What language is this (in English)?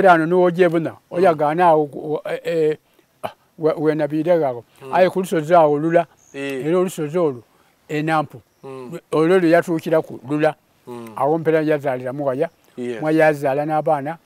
Soga